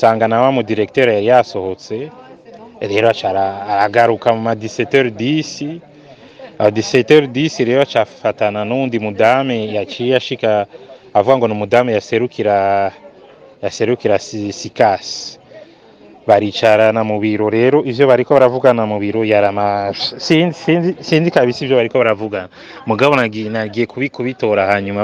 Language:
Rundi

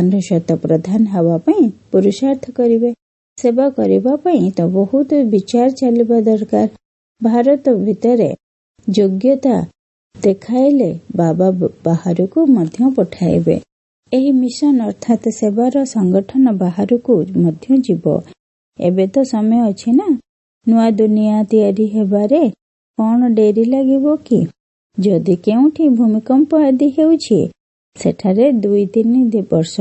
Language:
Odia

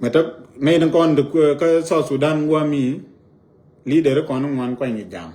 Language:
Nuer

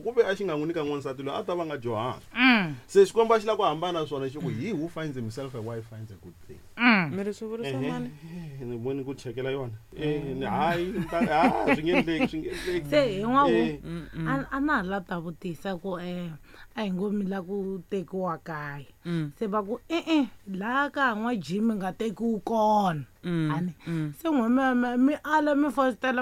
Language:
Tsonga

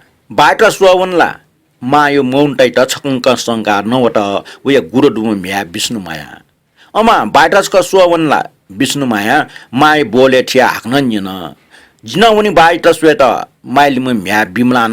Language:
Newari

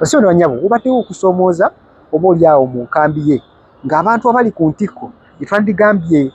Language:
Ganda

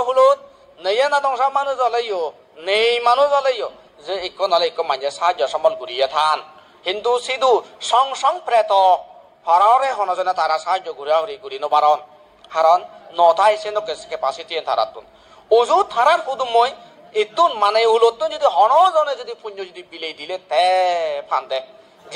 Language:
Chakma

